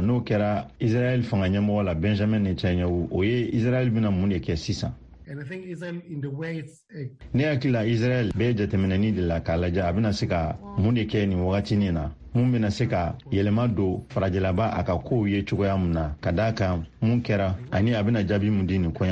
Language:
Bambara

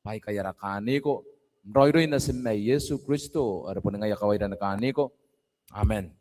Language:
Gilbertese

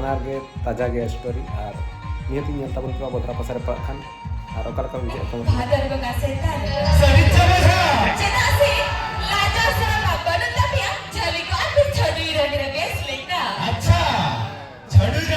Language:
Santali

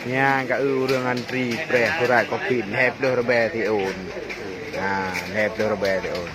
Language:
Achinese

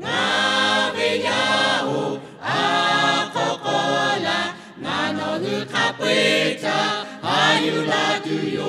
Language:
Lahu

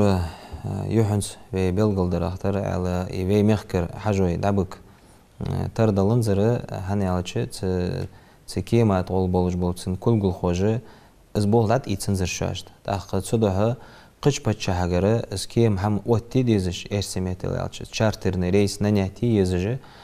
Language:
Ingush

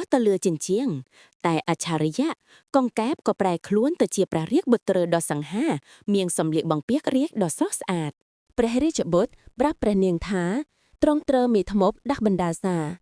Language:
Khmer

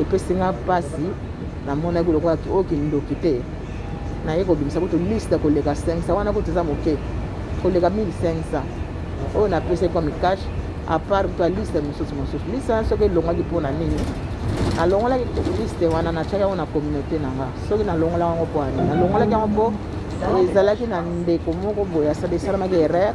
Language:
Lingala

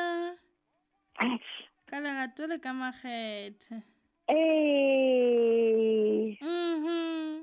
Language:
Southern Sotho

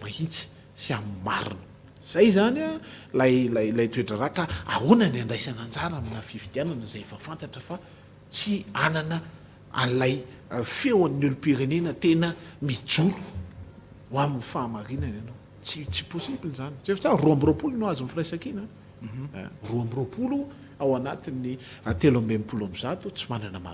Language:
Malagasy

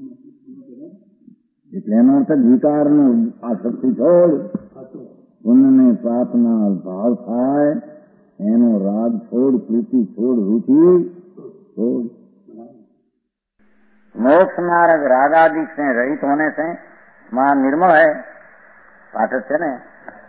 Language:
Gujarati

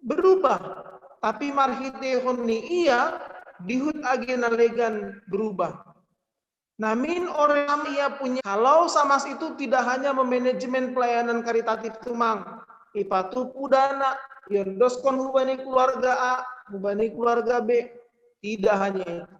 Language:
Batak Simalungun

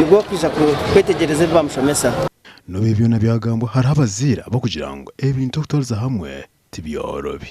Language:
Nyankole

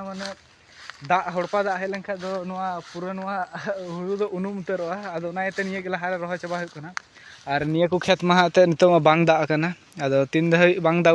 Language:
Santali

